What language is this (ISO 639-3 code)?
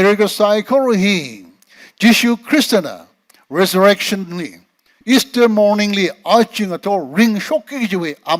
nmf